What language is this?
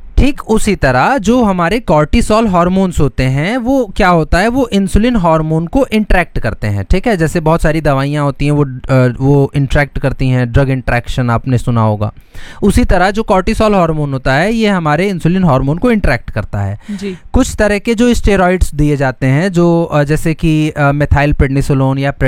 Hindi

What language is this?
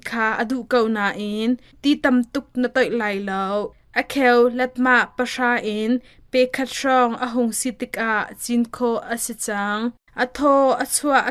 Hakha Chin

